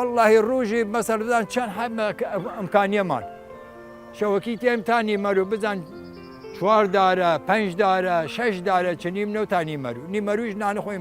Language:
Southern Kurdish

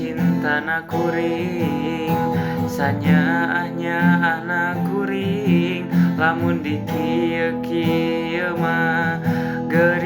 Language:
Sundanese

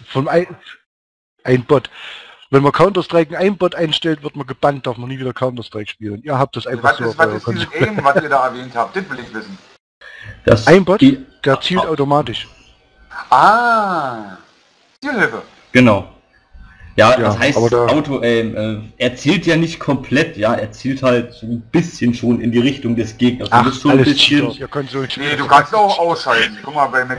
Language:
German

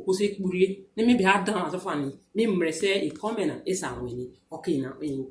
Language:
Urhobo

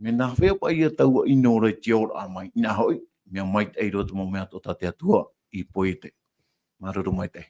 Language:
Tahitian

